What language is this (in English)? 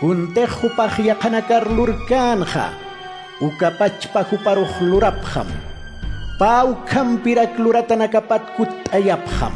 Aymara